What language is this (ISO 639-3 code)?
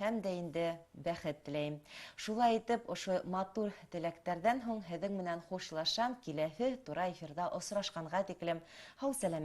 bak